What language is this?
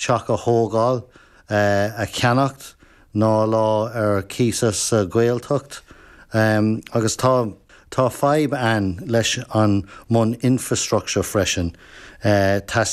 Irish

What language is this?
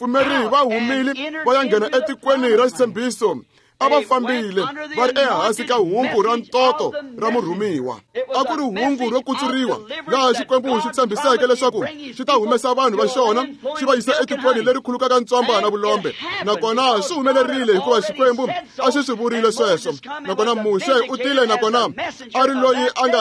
Tsonga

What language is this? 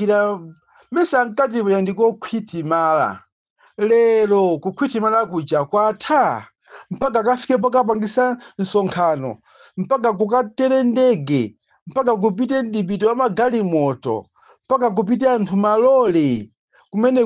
Nyanja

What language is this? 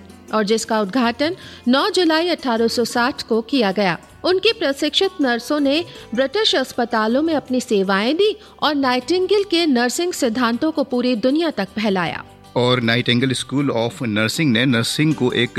Hindi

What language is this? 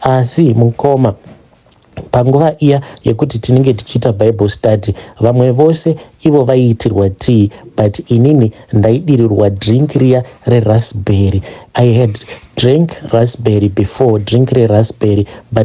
Shona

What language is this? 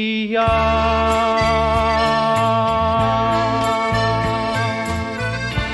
Basque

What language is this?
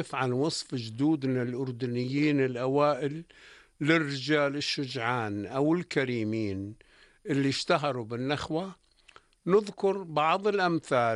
North Levantine Arabic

